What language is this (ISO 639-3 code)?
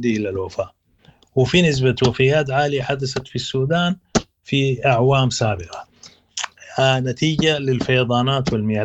apd